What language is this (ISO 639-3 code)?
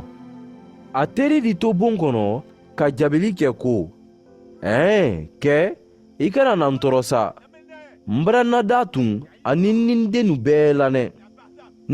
man